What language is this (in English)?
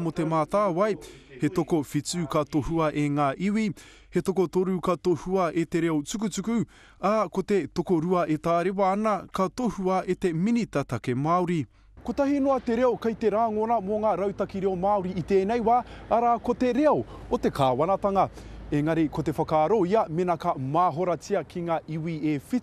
Māori